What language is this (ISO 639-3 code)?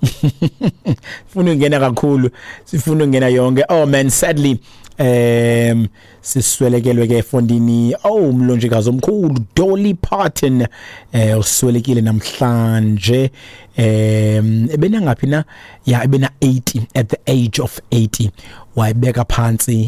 xho